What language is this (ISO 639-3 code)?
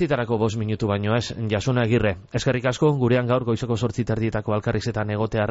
eus